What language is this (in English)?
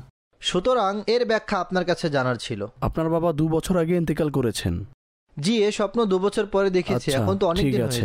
Bangla